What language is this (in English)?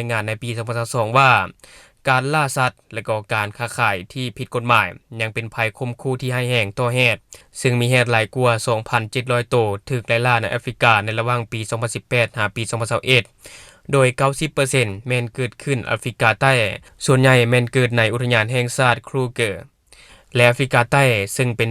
Lao